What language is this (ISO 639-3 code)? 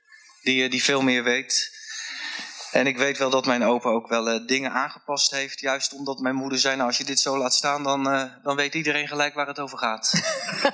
nld